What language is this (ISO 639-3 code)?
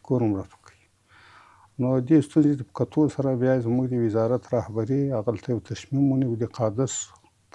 pus